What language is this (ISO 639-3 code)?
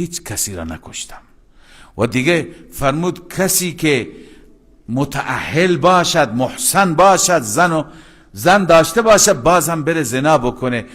fas